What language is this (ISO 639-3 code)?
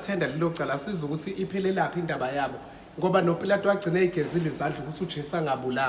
zul